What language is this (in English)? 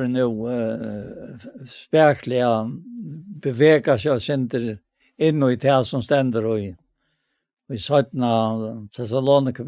Faroese